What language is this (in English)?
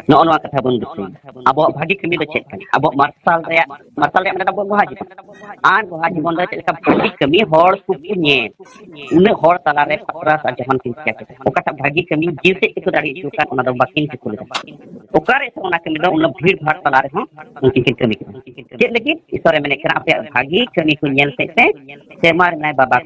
Santali